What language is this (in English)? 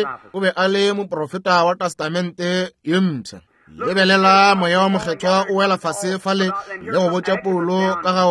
Northern Sotho